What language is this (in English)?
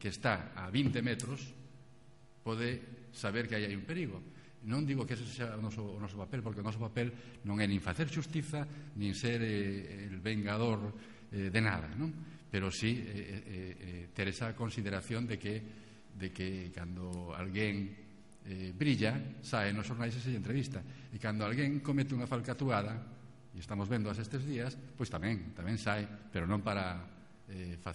Galician